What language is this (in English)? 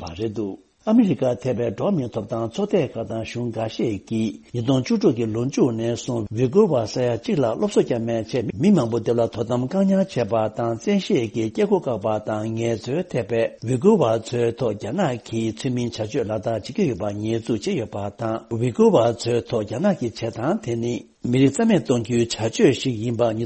Tibetan